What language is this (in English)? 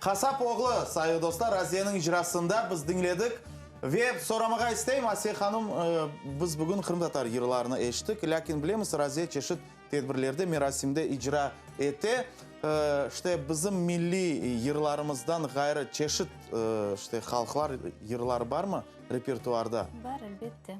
Crimean Tatar